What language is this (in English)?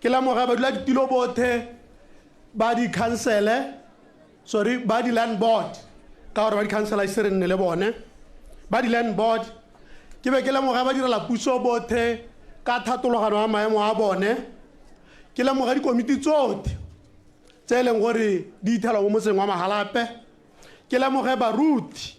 Tswana